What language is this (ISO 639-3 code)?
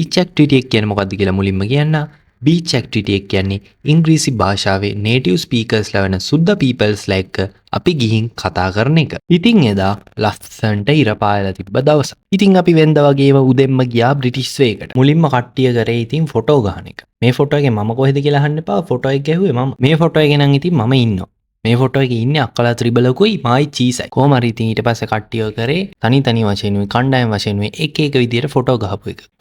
sin